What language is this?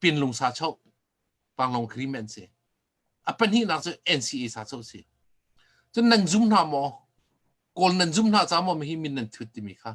Hakha Chin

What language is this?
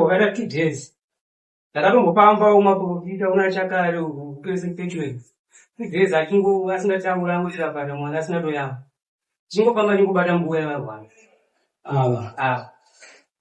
Shona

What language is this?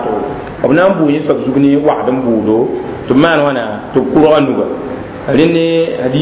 Mossi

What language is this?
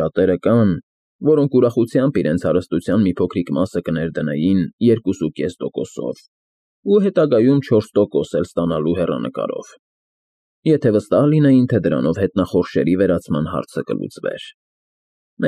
Armenian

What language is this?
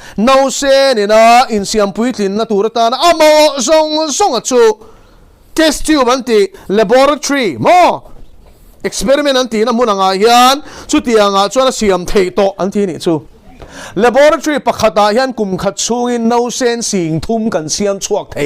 Mizo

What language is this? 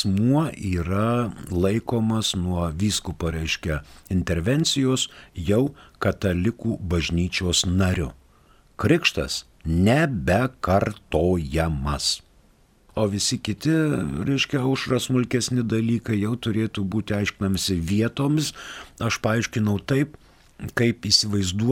Lithuanian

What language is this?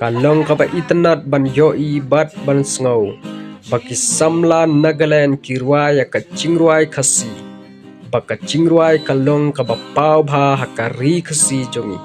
Khasi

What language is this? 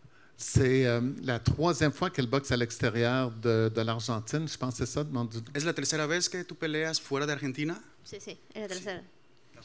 French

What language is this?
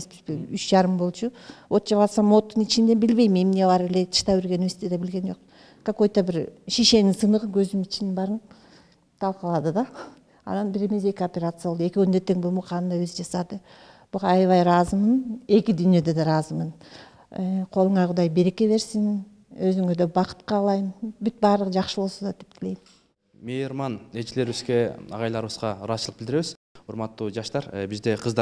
Kyrgyz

